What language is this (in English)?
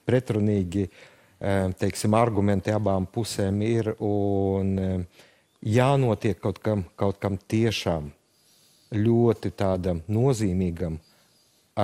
Latvian